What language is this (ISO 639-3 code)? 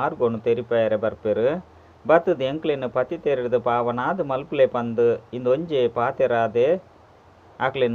tcy